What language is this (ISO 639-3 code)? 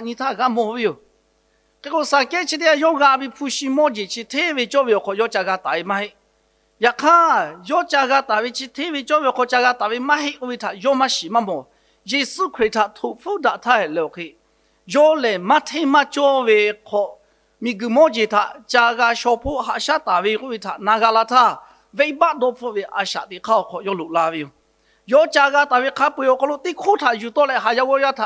lhu